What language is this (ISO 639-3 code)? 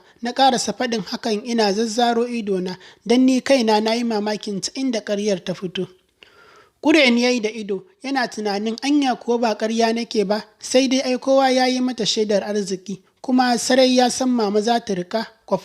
hau